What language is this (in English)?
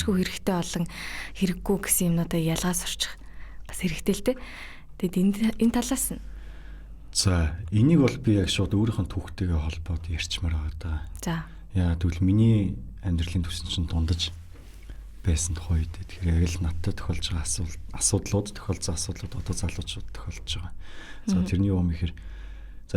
Mongolian